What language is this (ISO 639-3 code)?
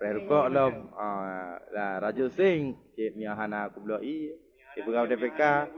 ace